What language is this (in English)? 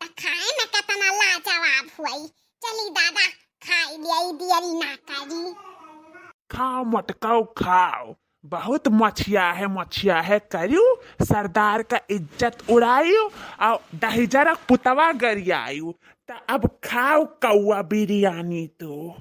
Awadhi